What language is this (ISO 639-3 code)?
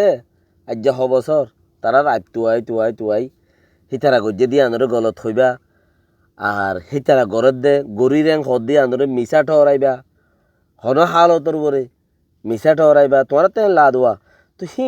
rhg